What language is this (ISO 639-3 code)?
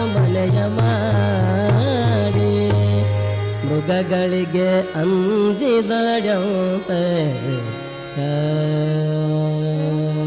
kan